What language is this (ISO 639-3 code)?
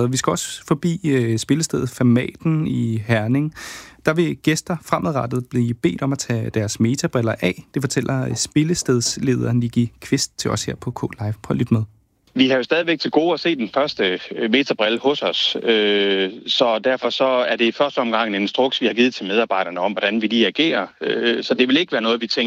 dan